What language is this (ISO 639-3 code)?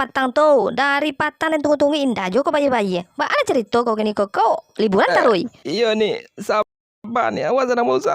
min